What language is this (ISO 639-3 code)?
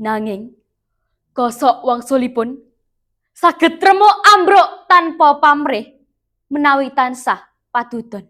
jav